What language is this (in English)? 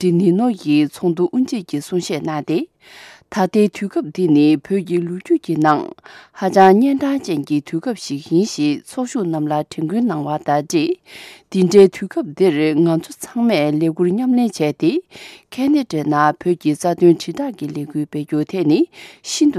Tibetan